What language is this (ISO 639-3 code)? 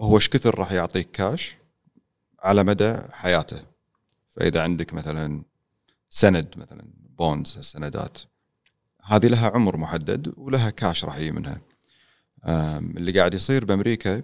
afb